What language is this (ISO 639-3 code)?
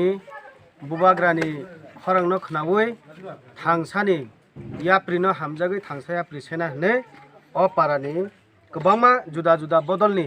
trp